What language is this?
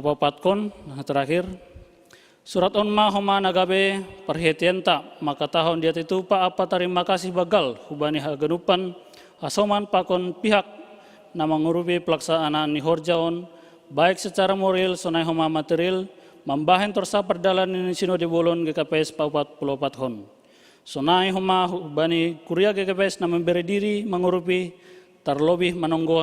Batak Simalungun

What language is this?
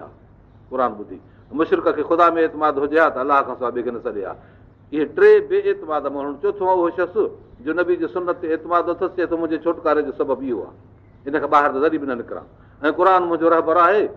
Sindhi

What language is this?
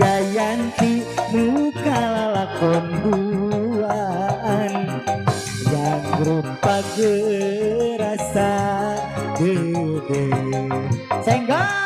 Sundanese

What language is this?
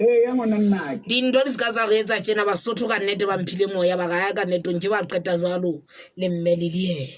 Southern Sotho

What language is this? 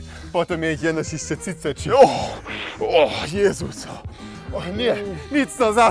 Upper Sorbian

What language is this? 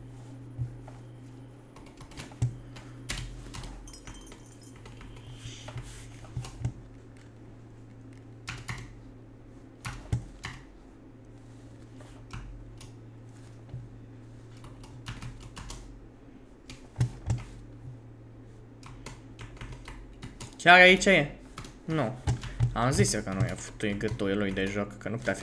Romanian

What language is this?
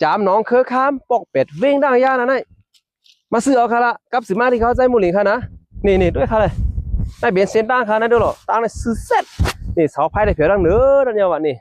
Shan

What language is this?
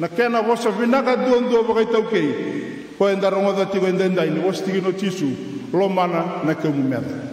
Fijian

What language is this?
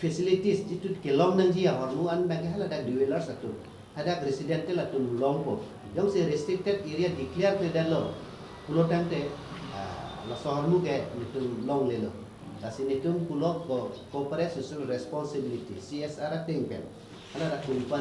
Karbi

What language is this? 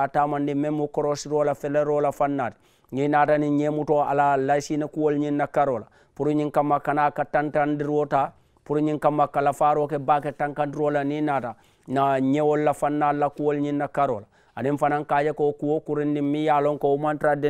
Mandingo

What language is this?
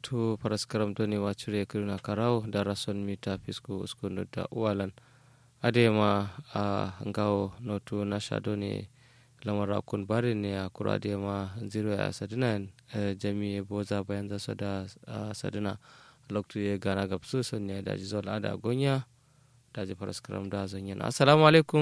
Kanuri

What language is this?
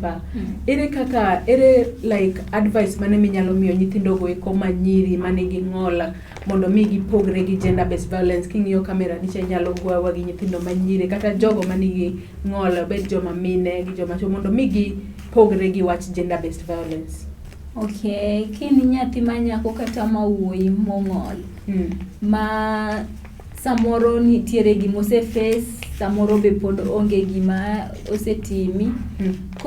Luo (Kenya and Tanzania)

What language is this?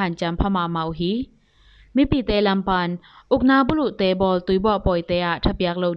Tedim Chin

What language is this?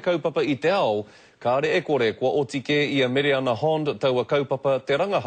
Māori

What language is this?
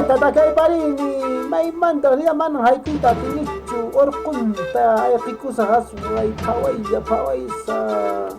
Quechua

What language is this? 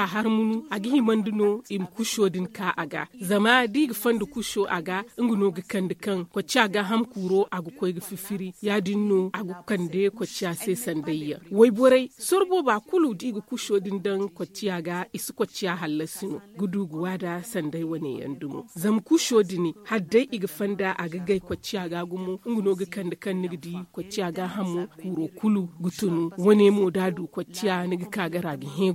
Zarma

